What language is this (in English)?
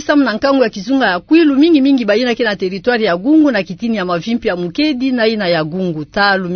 Kituba (Democratic Republic of Congo)